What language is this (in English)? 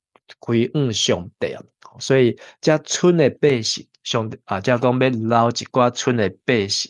Min Nan Chinese